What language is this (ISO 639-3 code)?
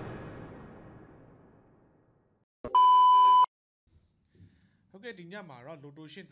mya